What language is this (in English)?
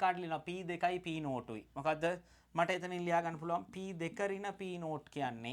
Sinhala